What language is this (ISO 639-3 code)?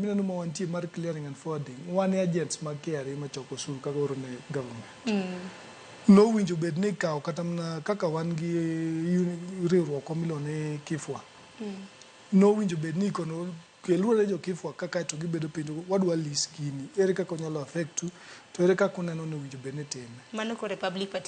luo